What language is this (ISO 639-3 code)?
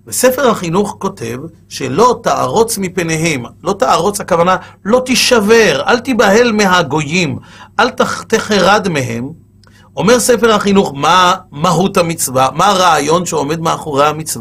heb